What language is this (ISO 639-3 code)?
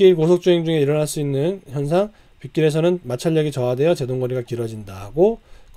kor